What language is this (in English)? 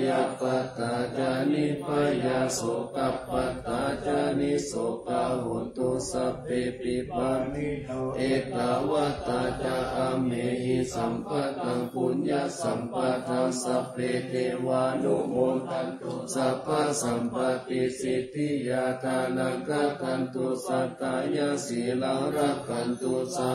Pali